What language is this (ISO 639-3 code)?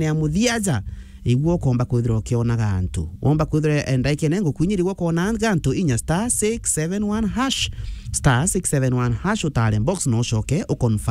mer